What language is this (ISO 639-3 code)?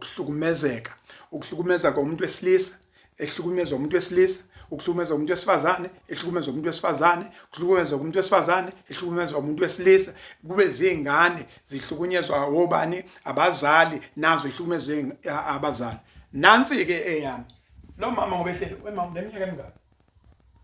zul